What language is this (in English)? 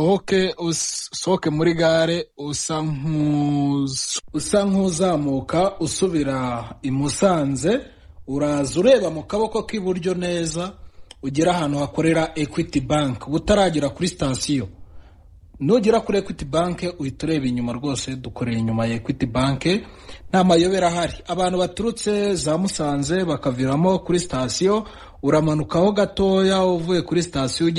Kinyarwanda